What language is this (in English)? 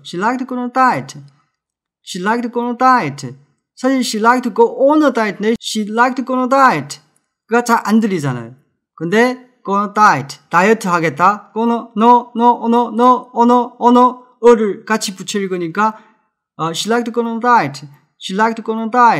Korean